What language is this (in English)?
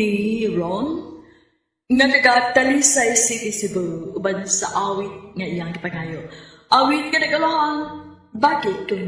Cebuano